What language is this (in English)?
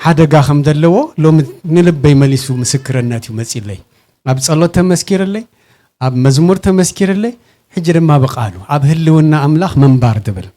Tigrinya